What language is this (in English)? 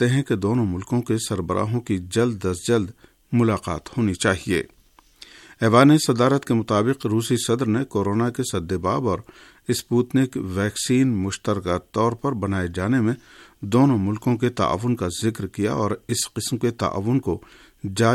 Urdu